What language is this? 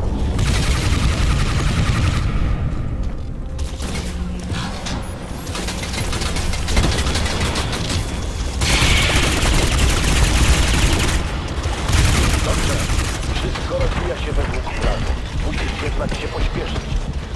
Polish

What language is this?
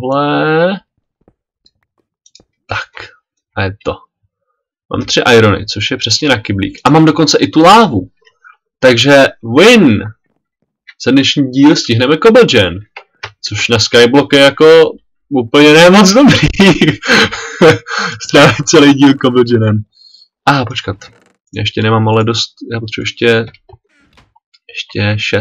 Czech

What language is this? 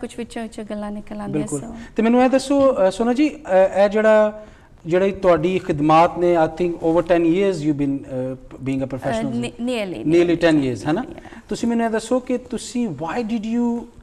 Punjabi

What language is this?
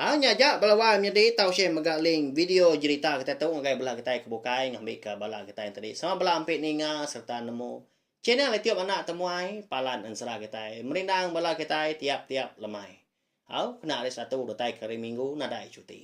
Iban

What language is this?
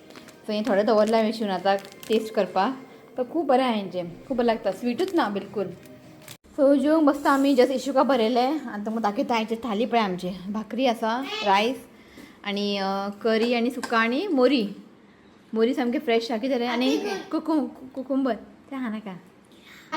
Konkani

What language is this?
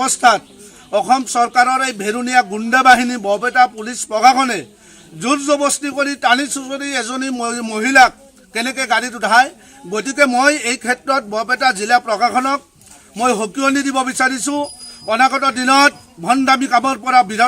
Assamese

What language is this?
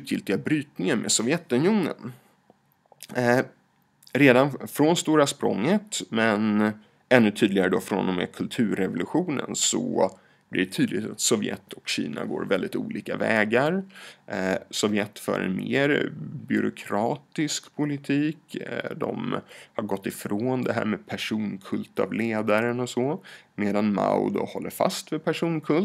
Swedish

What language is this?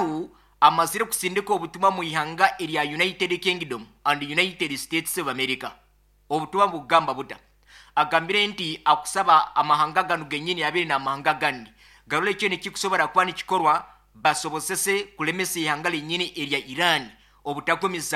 Nyankole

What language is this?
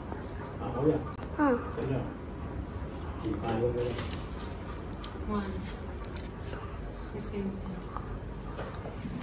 Hindi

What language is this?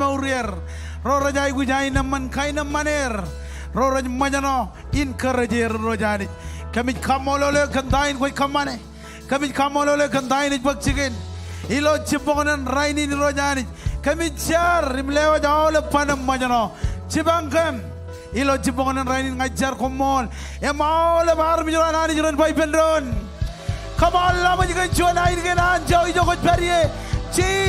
Marshallese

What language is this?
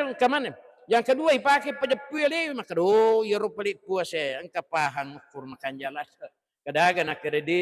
Buginese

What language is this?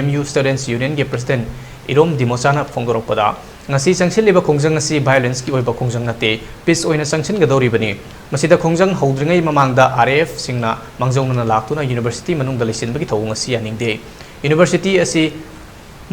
Manipuri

